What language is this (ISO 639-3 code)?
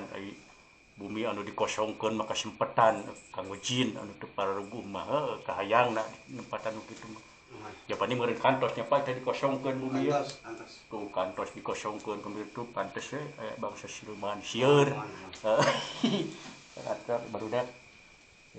sun